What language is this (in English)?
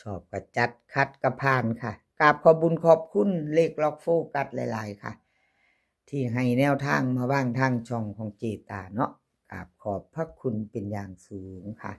Northeastern Thai